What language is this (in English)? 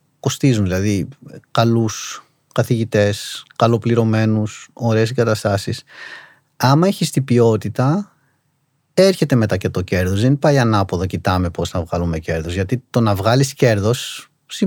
Greek